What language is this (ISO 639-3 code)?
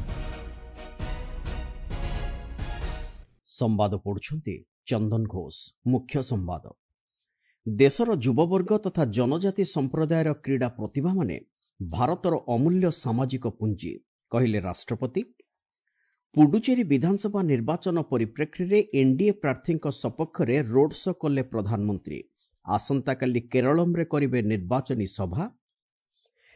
ori